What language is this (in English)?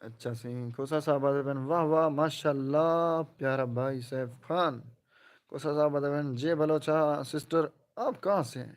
Saraiki